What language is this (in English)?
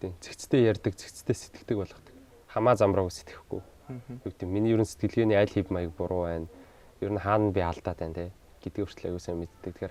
Mongolian